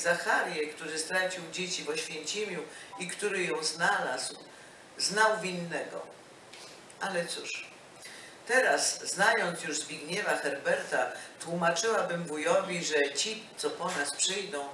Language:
Polish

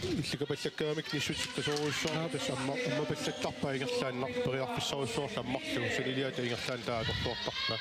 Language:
Kalaallisut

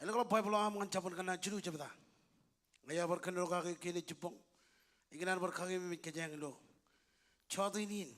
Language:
Marshallese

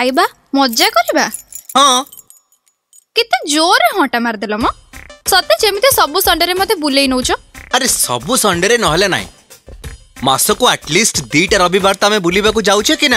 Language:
Odia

